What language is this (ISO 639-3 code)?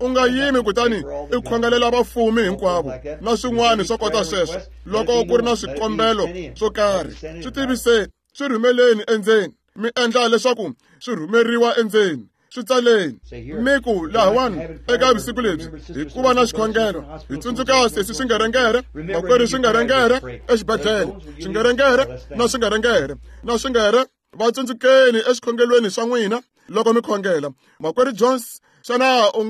tso